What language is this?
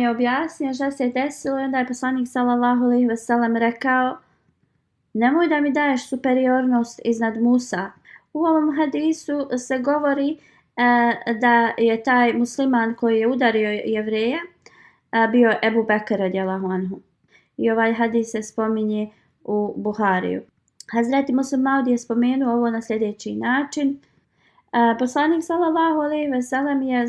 Bosnian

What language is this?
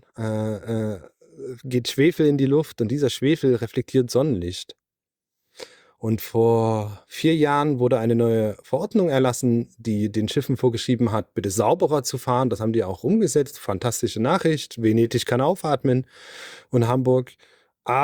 German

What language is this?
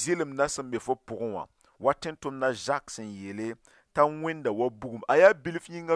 Mossi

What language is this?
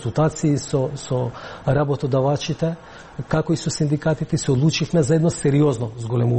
Macedonian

